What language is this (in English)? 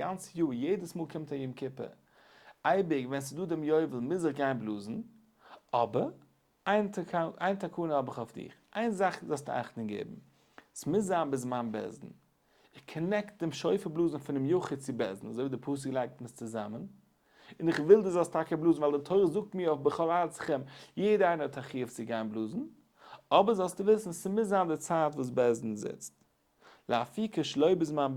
Yiddish